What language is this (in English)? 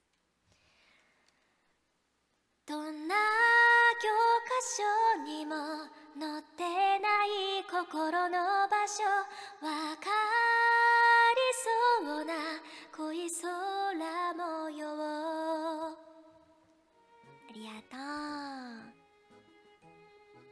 Japanese